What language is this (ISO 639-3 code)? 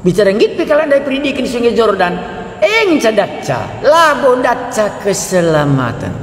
btx